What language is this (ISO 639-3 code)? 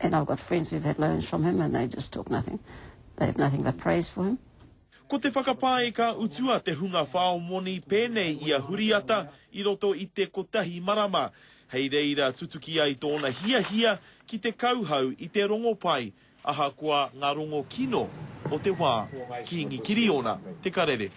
mri